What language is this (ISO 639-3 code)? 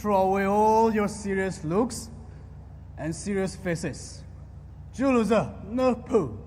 pmx